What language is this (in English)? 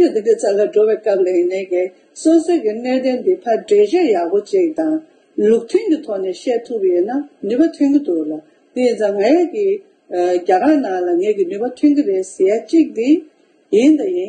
Tibetan